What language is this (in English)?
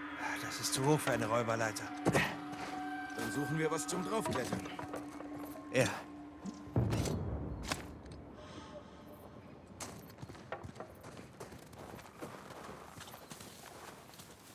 German